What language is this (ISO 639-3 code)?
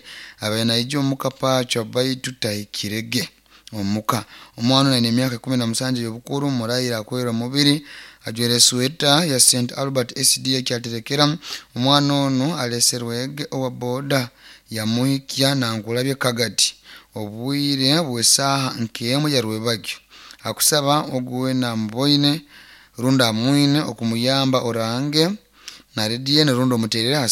nyo